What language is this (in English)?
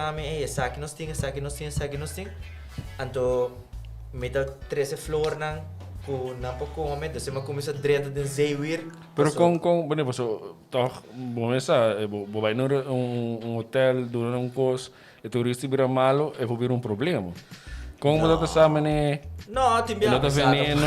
Papiamento